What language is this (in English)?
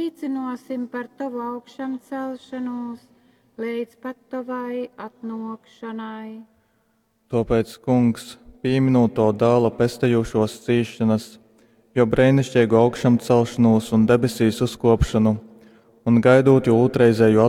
Latgalian